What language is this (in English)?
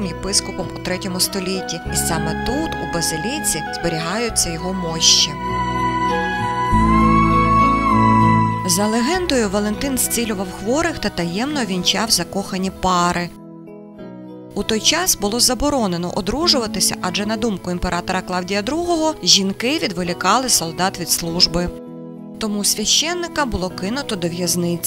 Ukrainian